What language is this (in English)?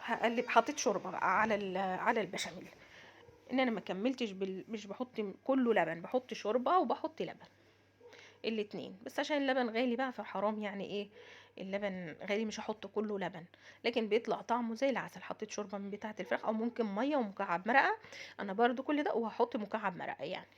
Egyptian Arabic